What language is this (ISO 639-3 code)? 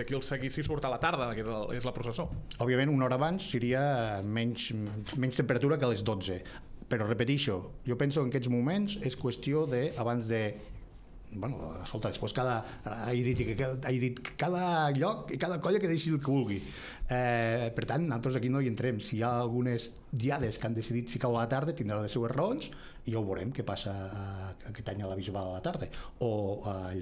cat